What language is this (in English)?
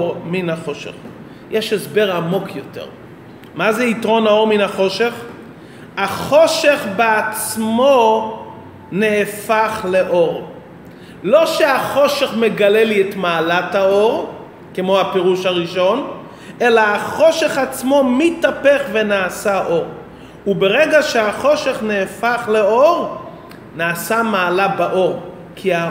Hebrew